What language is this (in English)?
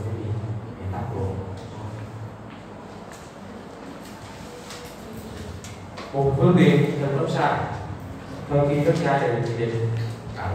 Vietnamese